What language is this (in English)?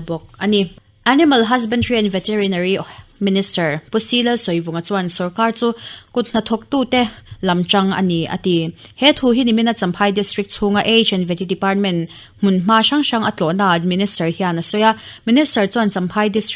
Mizo